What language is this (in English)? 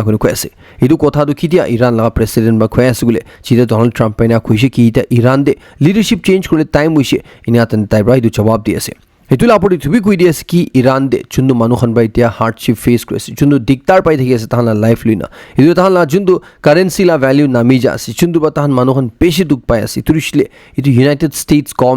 Naga Pidgin